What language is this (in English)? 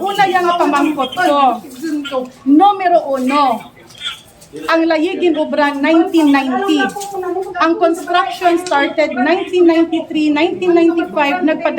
Hiligaynon